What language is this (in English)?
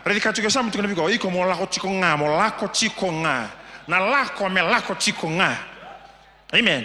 Fijian